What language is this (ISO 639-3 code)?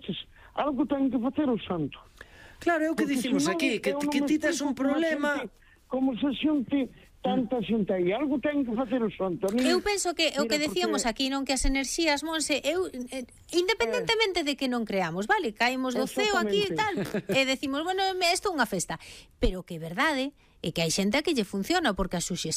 glg